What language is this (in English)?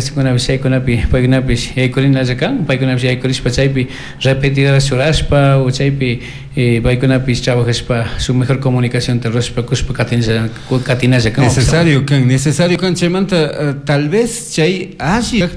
Chimborazo Highland Quichua